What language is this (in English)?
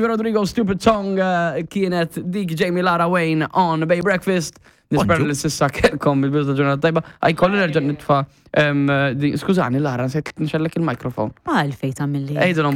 Maltese